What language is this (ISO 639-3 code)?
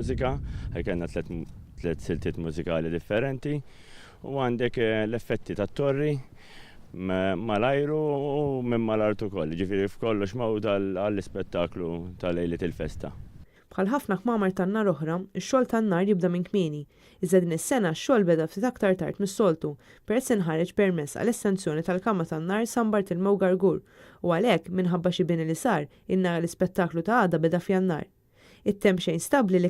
mlt